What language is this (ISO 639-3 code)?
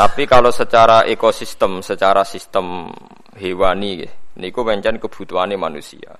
jav